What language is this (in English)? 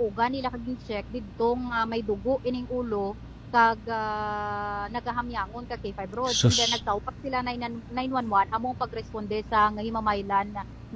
Hiligaynon